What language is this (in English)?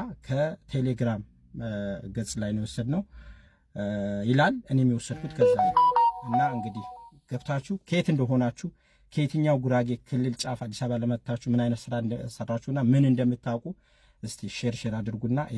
Amharic